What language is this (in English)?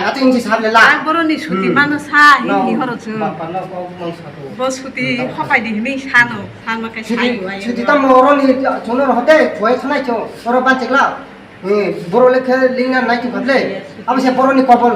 Kok Borok